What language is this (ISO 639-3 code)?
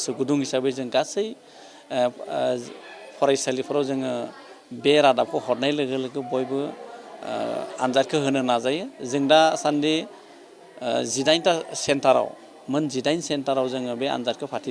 brx